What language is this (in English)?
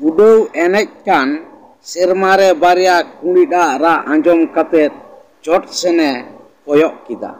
Santali